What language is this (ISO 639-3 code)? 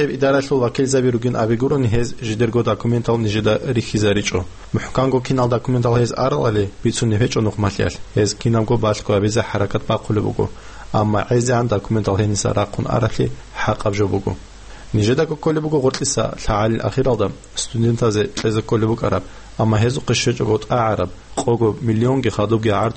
ava